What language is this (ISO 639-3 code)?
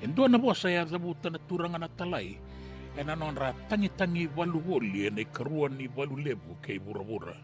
fij